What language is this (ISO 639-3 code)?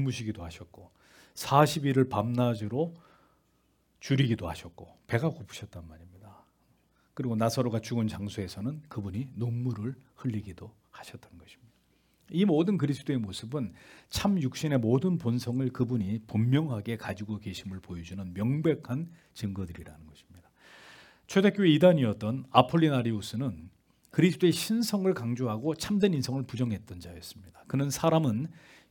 kor